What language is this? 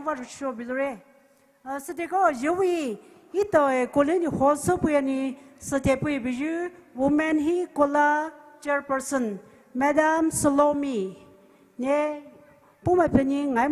Poumei Naga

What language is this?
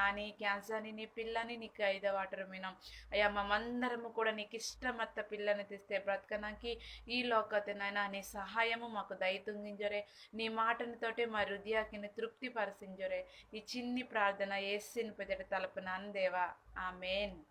Koya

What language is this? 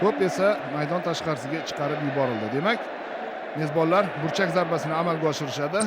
Uzbek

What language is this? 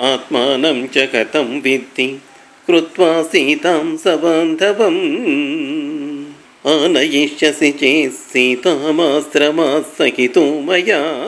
Sanskrit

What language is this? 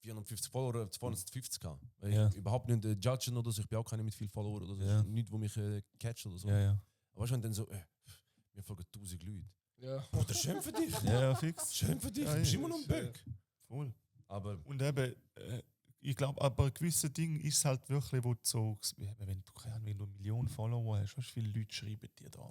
Swiss German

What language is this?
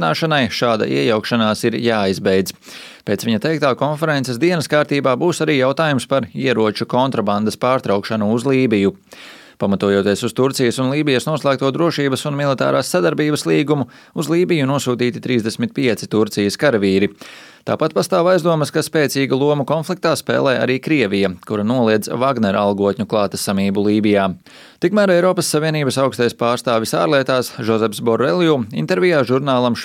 Latvian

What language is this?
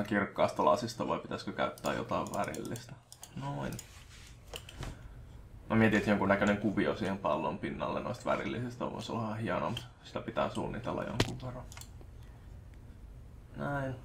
Finnish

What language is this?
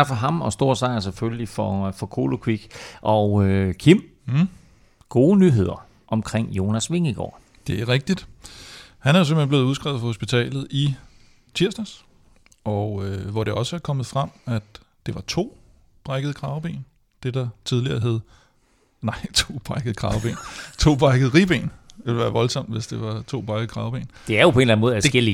Danish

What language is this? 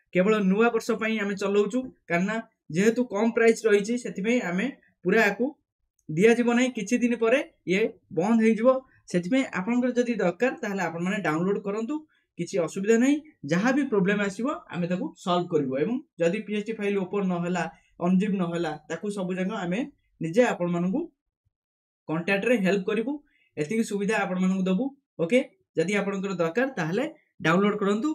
Odia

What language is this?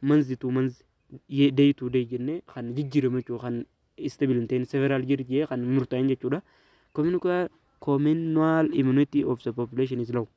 Oromo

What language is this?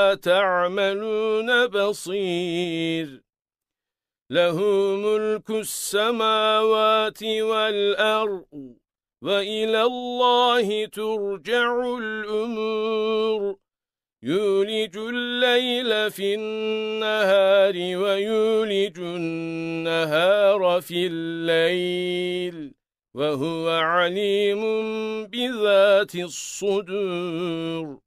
Arabic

